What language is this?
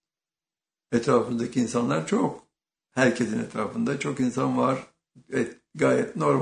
Turkish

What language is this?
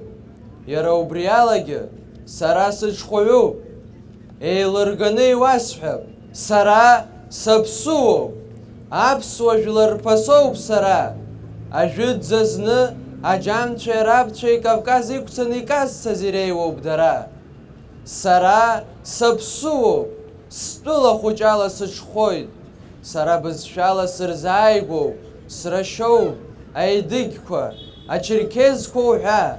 Abkhazian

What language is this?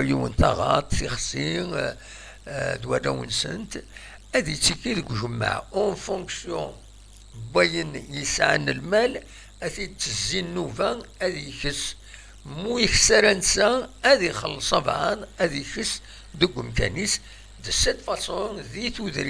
Kabyle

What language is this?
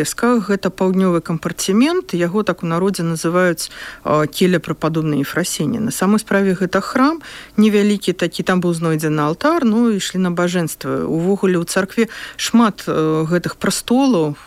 Belarusian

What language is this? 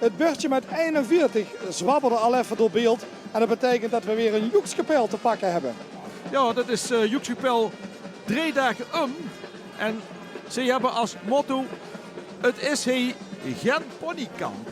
Limburgish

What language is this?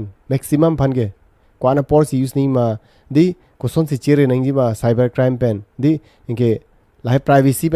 Karbi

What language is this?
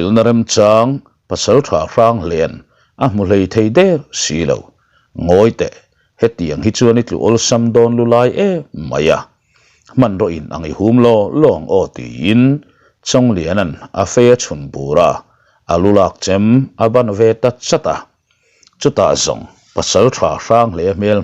Mizo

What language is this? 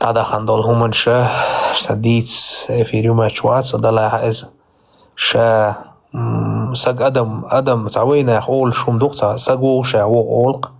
Chechen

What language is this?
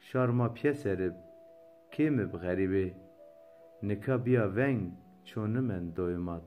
Zaza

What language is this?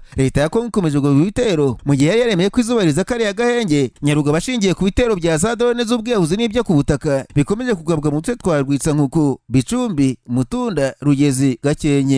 Kinyarwanda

